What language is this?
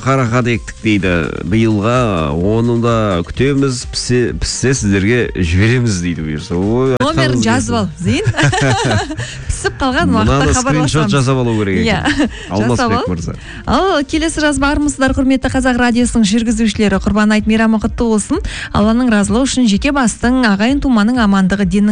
Kazakh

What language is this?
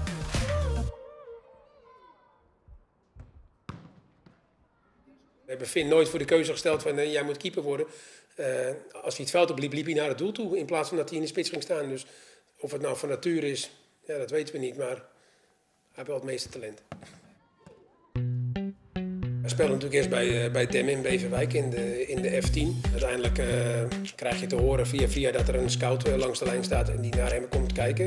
Dutch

